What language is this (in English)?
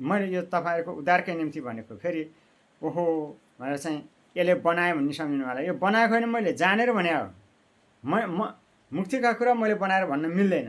Nepali